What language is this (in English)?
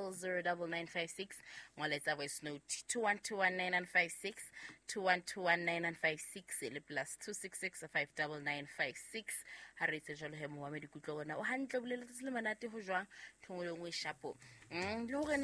Southern Sotho